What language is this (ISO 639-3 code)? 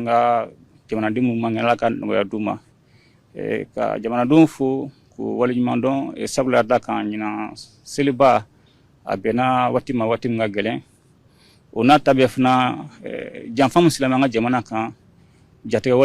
bam